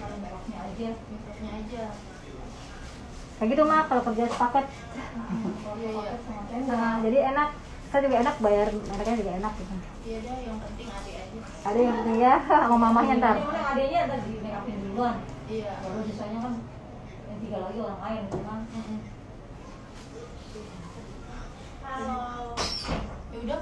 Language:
Indonesian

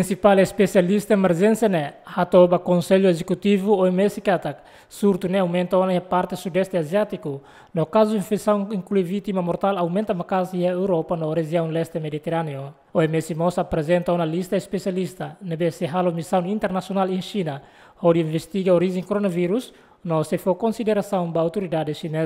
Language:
Tetum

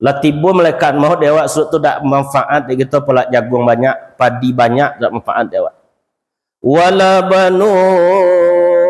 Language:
Minangkabau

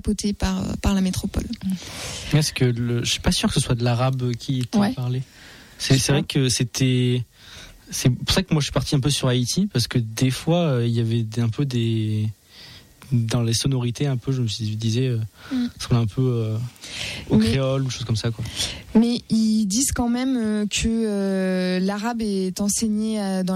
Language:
French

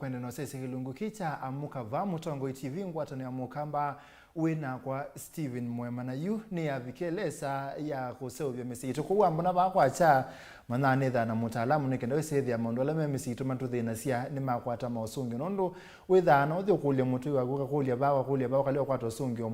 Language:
Kamba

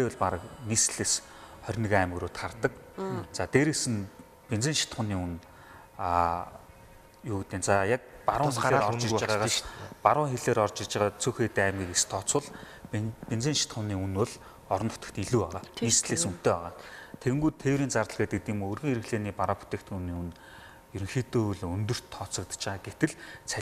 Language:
Mongolian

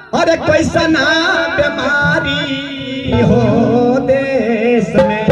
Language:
Magahi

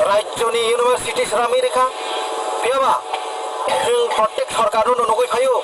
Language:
Kok Borok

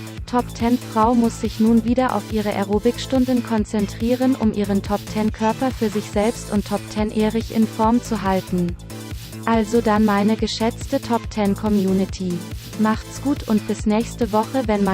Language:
Swiss German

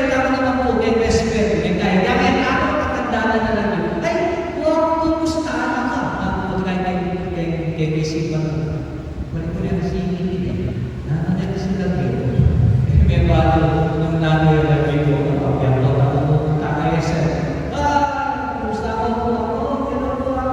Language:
Pampanga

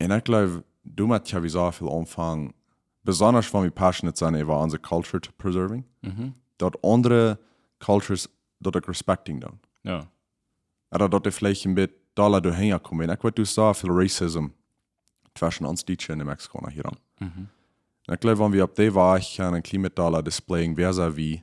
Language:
Plautdietsch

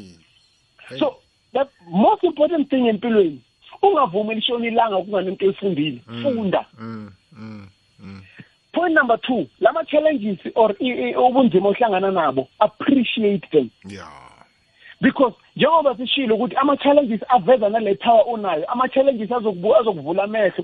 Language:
South Ndebele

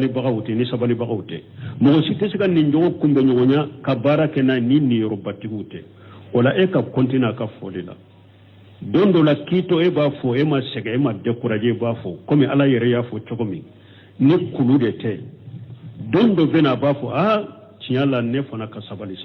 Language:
Bambara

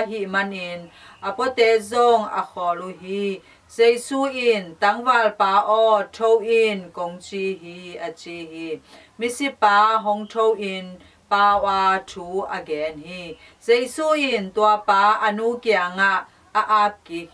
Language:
Tedim Chin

